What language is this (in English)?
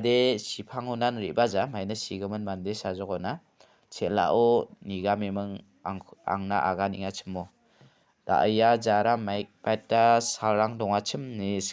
Garo